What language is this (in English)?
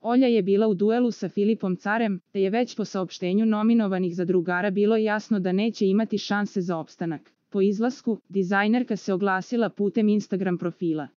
Serbian